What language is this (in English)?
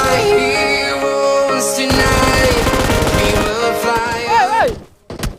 Minangkabau